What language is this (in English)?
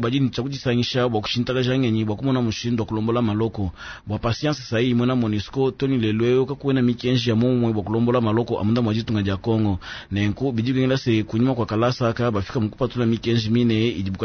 Luba-Lulua